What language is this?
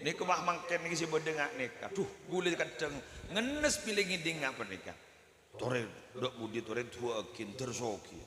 Madurese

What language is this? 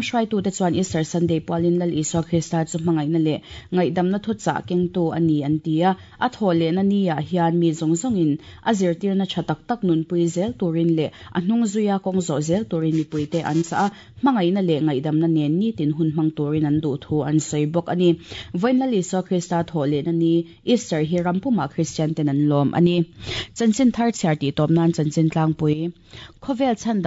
Mizo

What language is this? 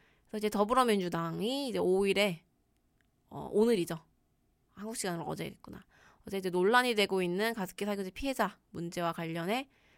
Korean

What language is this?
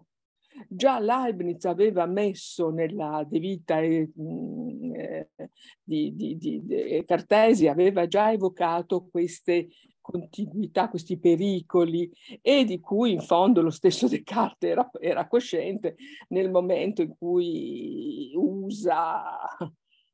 Italian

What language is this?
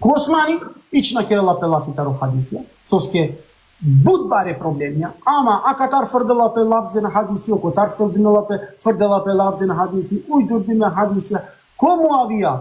Balkan Romani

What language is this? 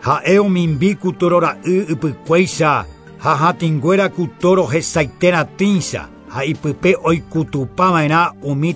Guarani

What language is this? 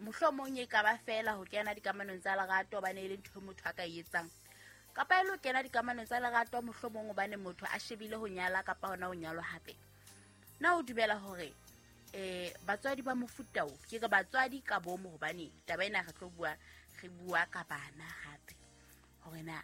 Southern Sotho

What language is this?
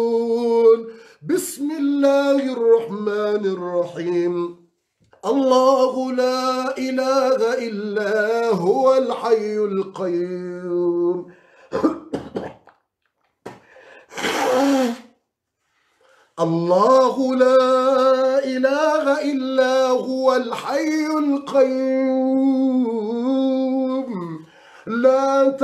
Arabic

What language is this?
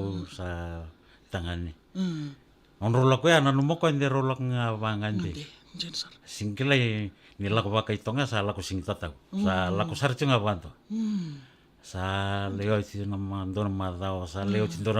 Fijian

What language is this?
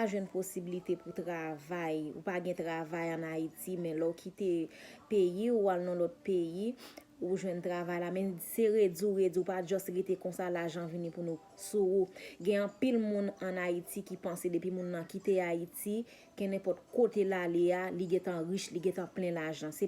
Haitian Creole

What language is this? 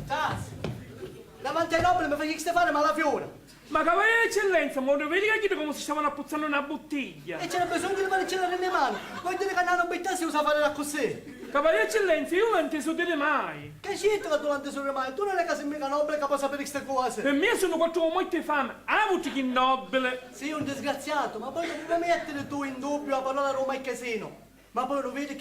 Sicilian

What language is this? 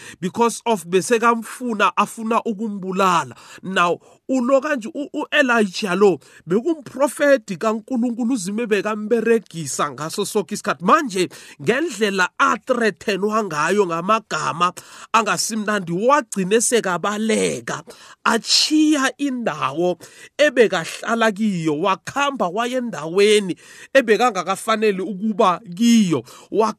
South Ndebele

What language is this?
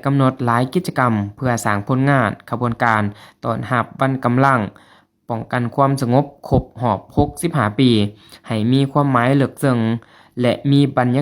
Lao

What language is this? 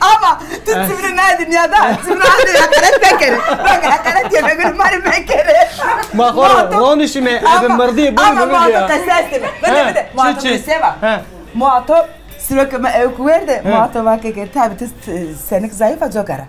Zaza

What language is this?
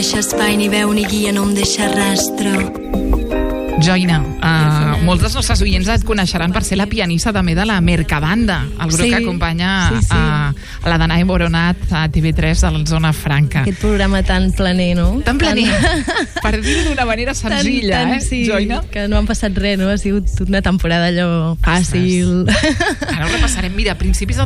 Catalan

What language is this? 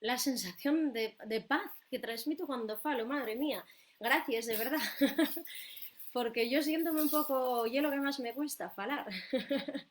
Asturian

